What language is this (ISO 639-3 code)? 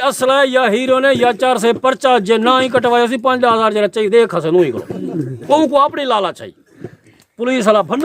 skr